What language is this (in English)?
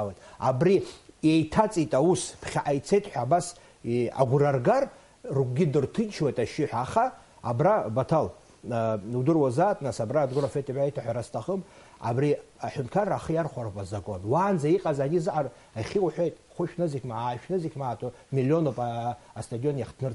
Abkhazian